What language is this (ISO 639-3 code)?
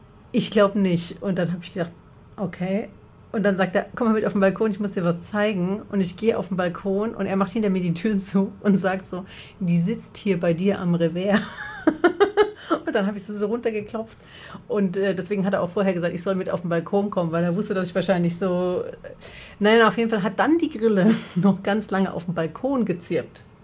deu